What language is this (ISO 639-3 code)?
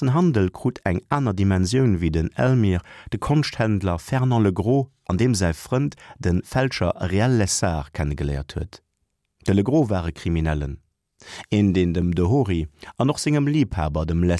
ltz